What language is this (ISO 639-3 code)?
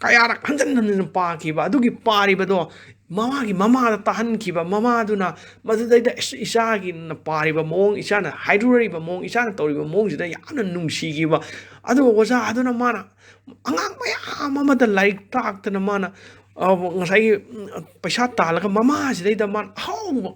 mni